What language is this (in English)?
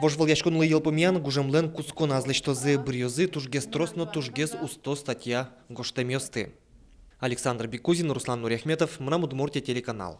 Udmurt